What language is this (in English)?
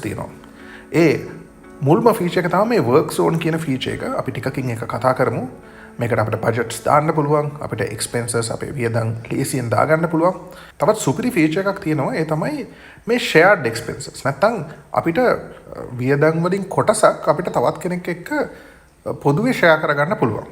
Sinhala